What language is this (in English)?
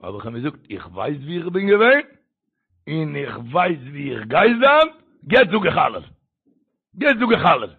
Yiddish